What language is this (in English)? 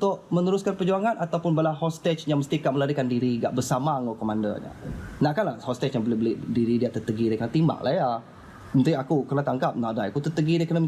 Iban